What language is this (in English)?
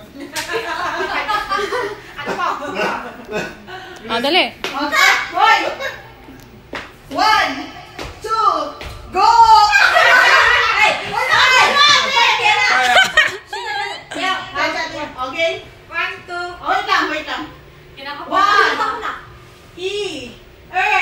Filipino